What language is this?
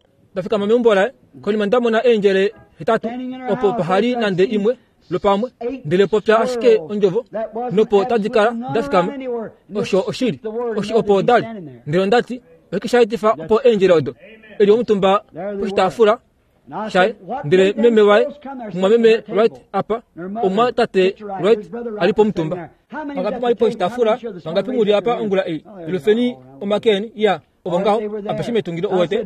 Kuanyama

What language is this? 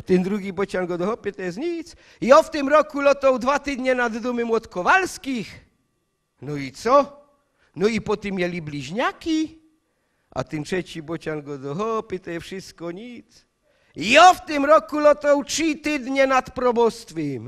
Silesian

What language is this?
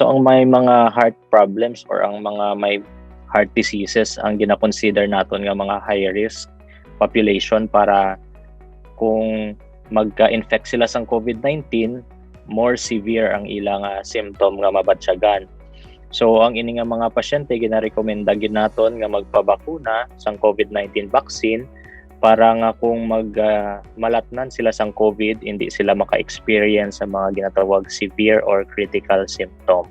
Hiligaynon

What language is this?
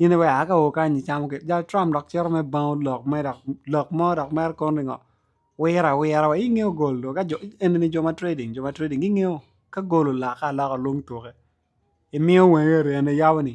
Acoli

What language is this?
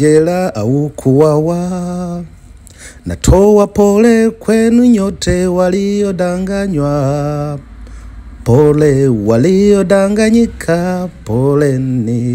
Swahili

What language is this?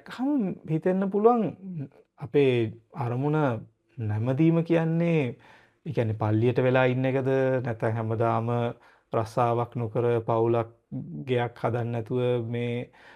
Sinhala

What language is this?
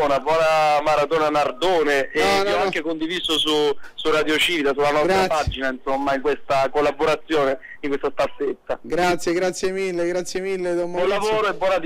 Italian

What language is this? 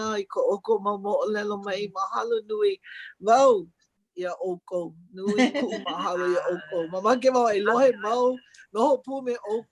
Hawaiian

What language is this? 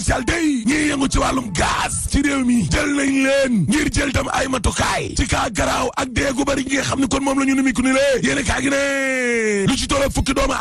Wolof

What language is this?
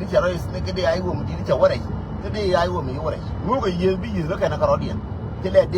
Nuer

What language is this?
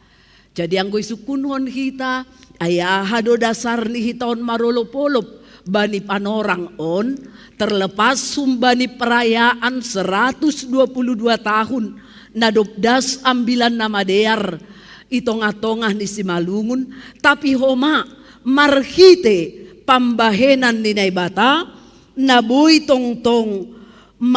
Batak Simalungun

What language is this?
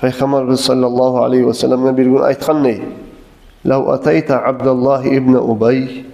Kumyk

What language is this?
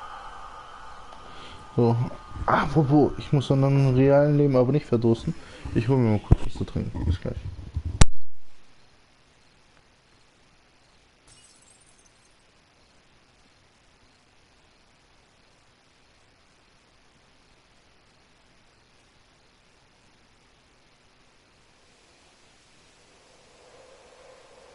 German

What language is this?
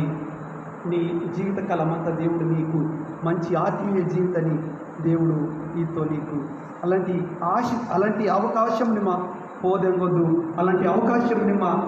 Koya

